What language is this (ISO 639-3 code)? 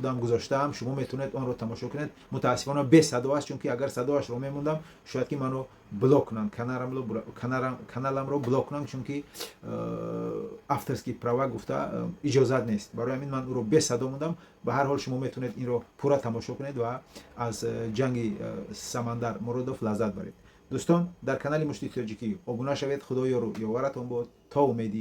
tgk